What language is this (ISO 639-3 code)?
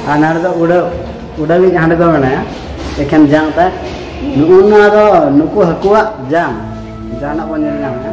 sat